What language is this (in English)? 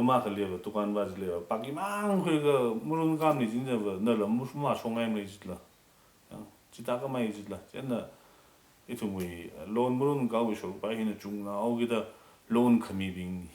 Tangkhul Naga (India)